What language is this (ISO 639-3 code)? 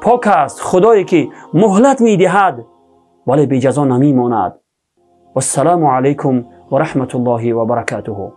tgk